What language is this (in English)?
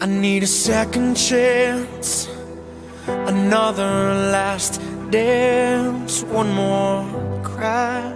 Luxembourgish